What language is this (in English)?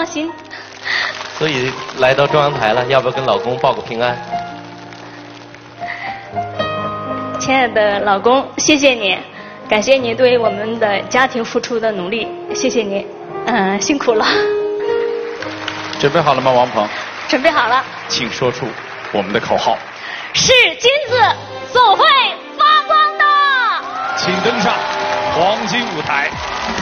Chinese